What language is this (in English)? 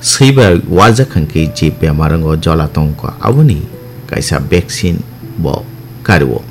Kok Borok